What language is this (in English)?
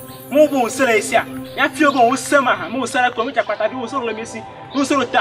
Ewe